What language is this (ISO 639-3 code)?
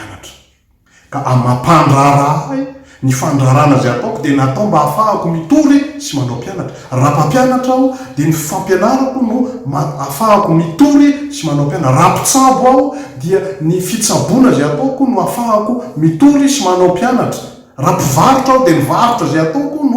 mlg